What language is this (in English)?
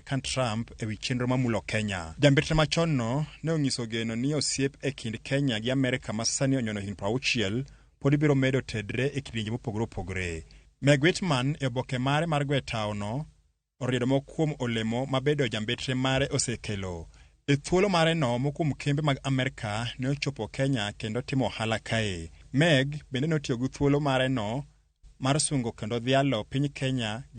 Luo (Kenya and Tanzania)